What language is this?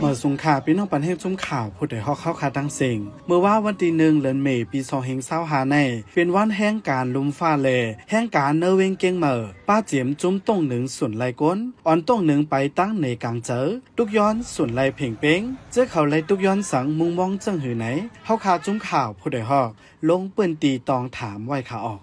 Shan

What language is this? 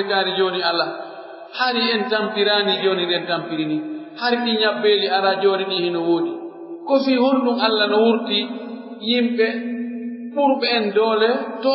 Pular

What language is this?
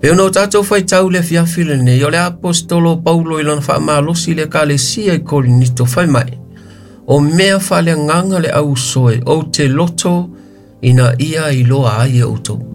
Samoan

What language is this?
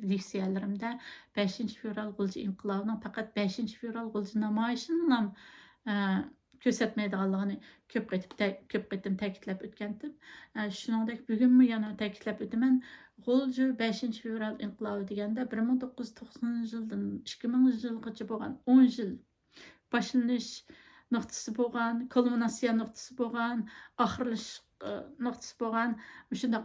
Uyghur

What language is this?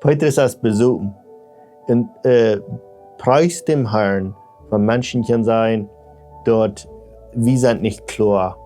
Plautdietsch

